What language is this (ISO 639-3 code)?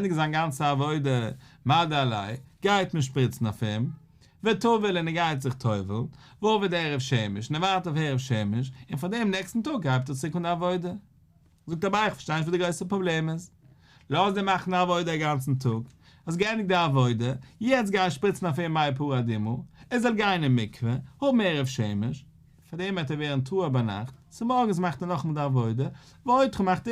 yid